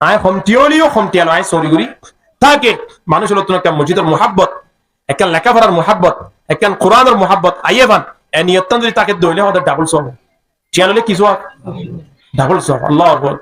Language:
Rohingya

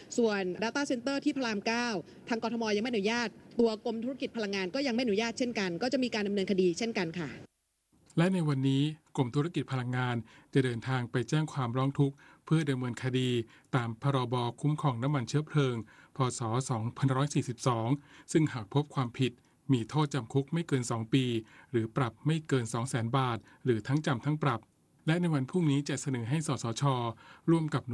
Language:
Thai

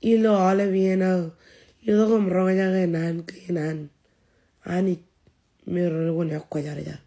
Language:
Marshallese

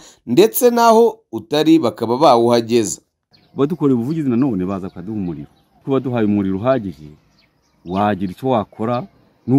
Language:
Kinyarwanda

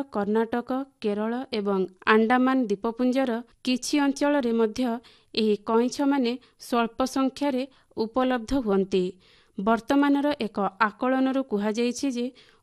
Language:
Odia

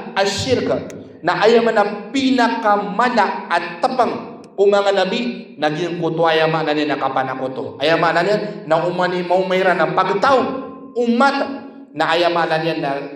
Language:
Maranao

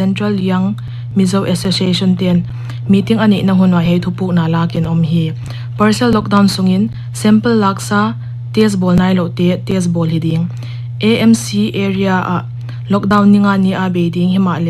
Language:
Paite Chin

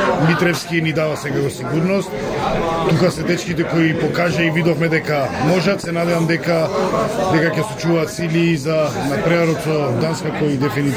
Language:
Macedonian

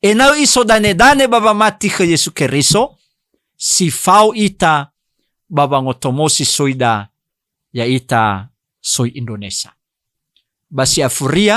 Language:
Nias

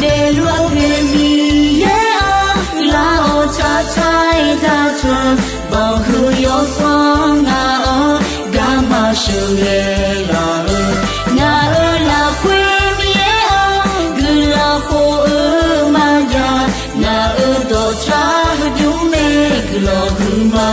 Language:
Akha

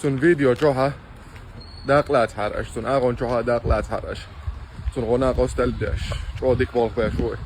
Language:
Chechen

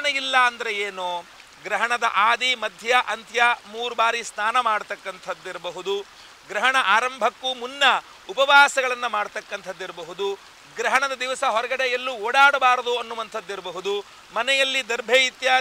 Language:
Kannada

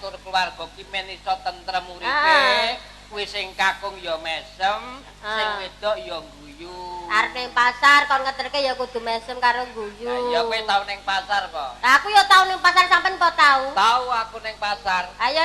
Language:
Javanese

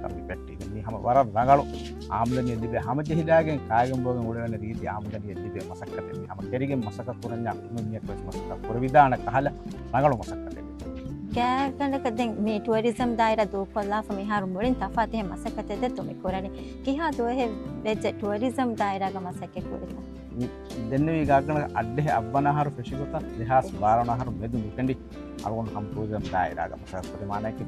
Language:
Divehi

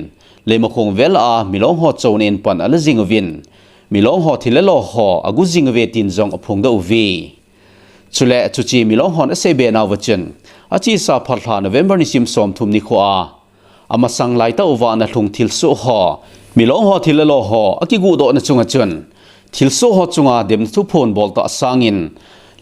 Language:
Thado Chin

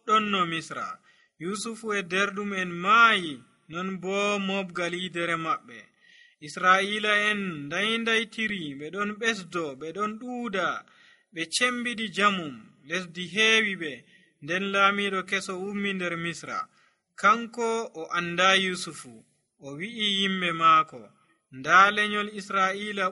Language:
Nigerian Fulfulde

